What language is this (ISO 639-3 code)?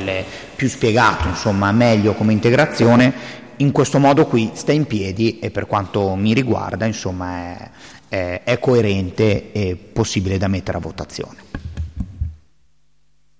ita